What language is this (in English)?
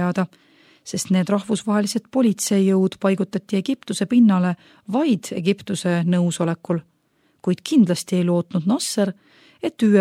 Estonian